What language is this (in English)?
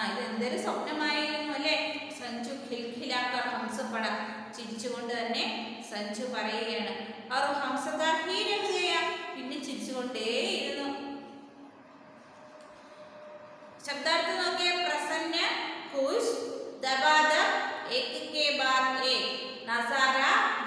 Malayalam